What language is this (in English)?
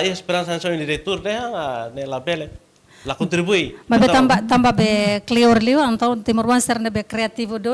Tetum